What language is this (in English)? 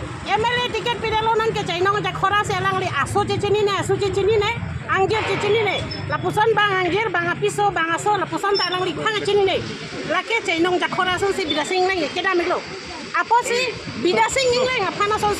Karbi